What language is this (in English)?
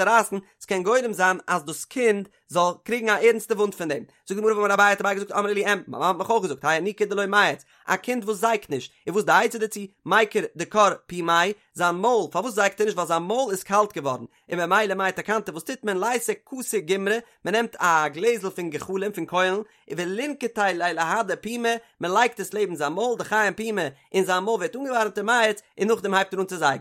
Yiddish